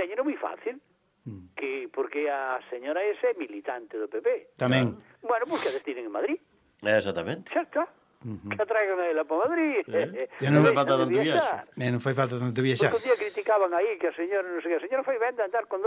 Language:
Galician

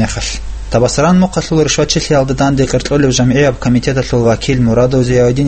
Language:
Avaric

